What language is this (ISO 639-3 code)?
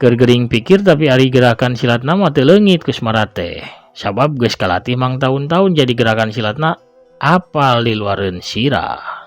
sun